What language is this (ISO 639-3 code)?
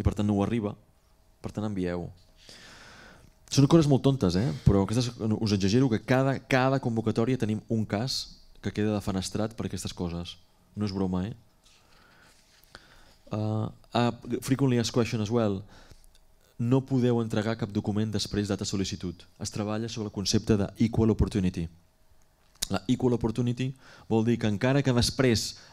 cat